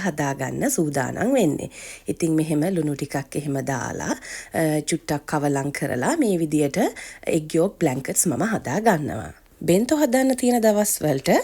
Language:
Sinhala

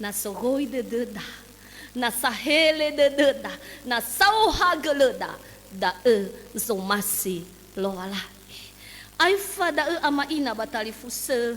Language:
Nias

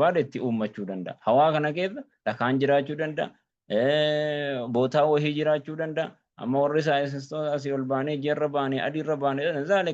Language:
Oromo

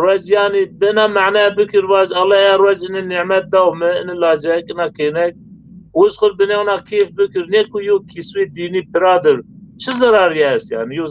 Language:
Zaza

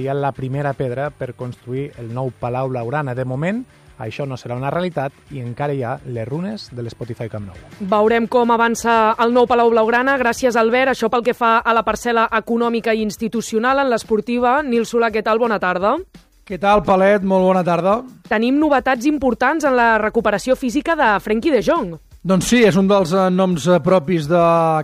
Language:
Catalan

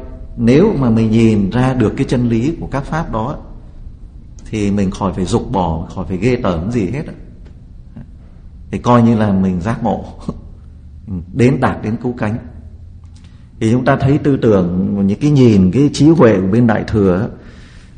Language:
Vietnamese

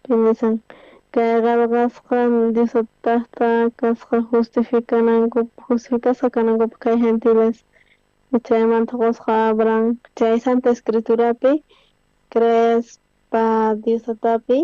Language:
South Bolivian Quechua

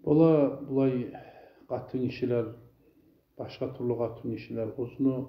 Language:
Kumyk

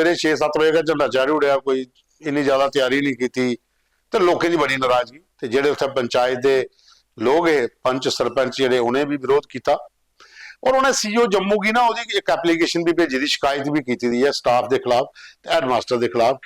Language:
Dogri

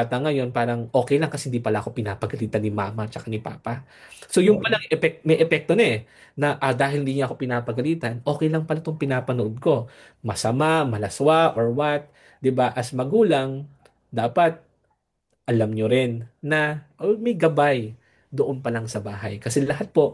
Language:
Filipino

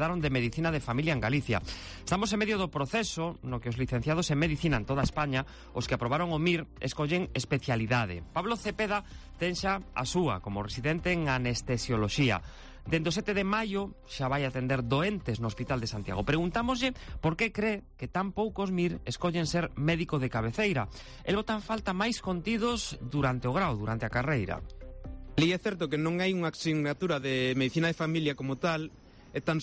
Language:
Galician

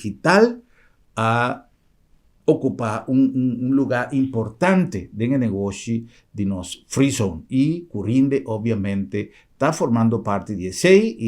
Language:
Papiamento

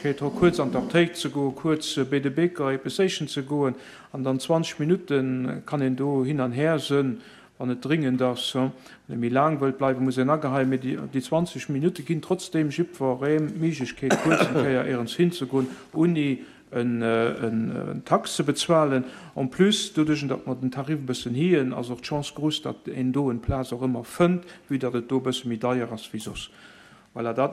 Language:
Luxembourgish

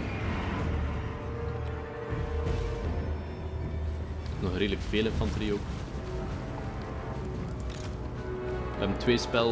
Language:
Dutch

